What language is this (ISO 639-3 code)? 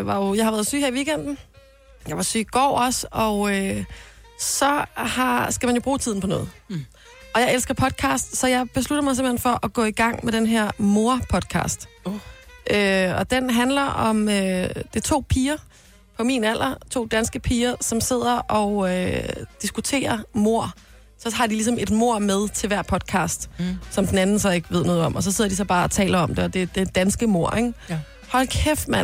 dan